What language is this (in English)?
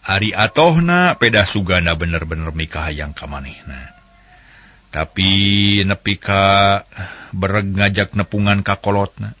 Sundanese